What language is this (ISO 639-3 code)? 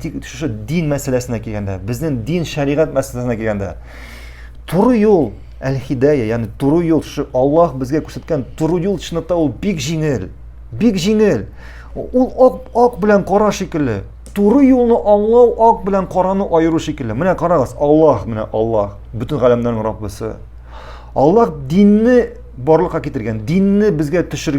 tat